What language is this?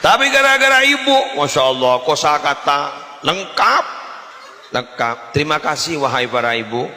Madurese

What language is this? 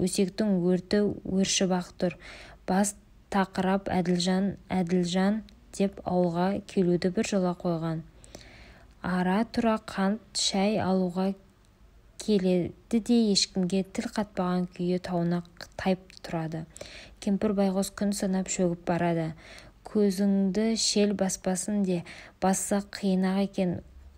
Kazakh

